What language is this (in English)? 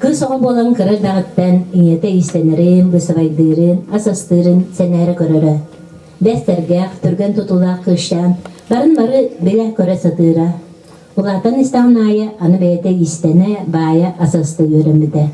Yakut